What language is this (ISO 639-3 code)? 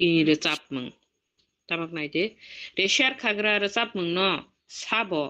trp